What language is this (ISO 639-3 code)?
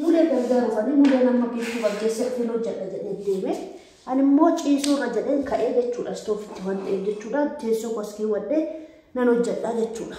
orm